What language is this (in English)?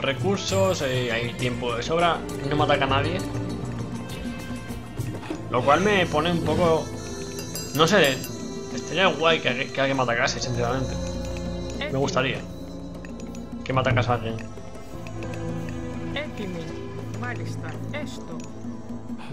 Spanish